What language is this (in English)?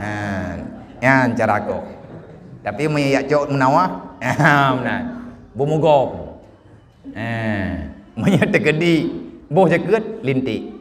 Achinese